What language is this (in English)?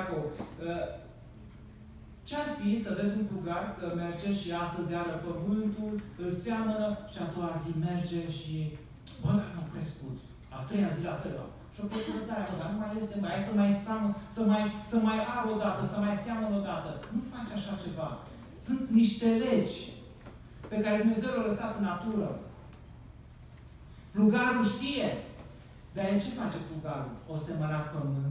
Romanian